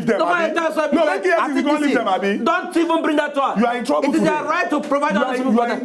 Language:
Nigerian Pidgin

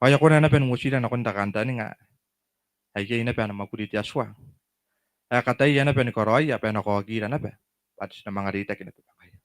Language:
Gilbertese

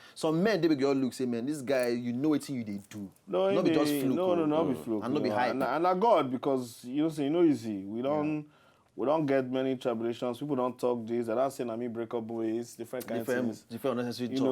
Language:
Nigerian Pidgin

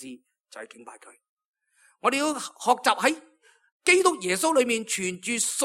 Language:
Cantonese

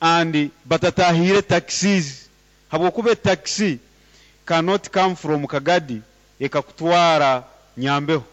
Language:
Nyoro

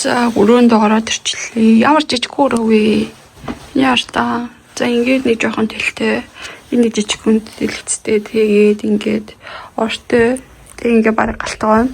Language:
Mongolian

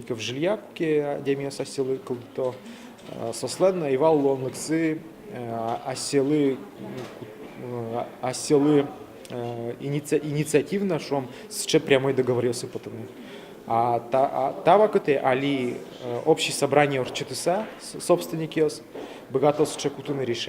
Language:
Udmurt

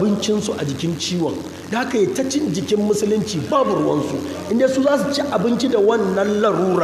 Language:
Hausa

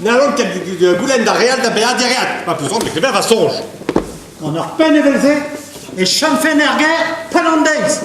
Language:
Breton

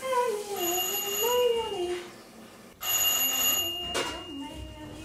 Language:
Pular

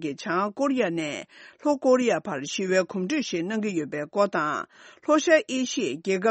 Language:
Tibetan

